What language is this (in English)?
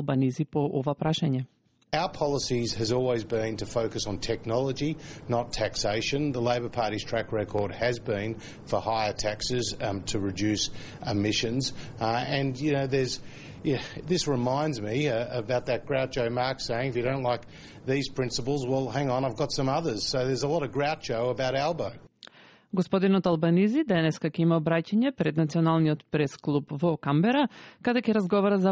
Macedonian